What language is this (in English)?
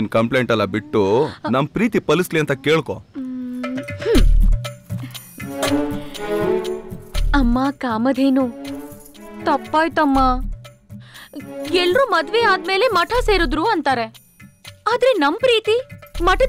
Kannada